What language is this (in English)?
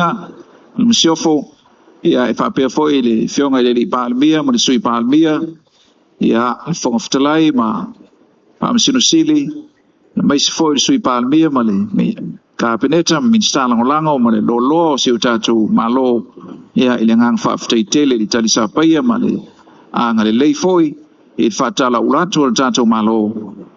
Samoan